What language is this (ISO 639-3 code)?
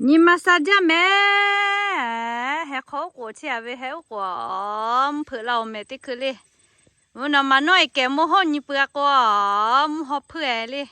lhu